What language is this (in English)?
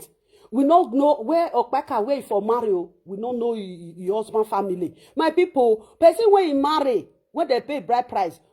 Nigerian Pidgin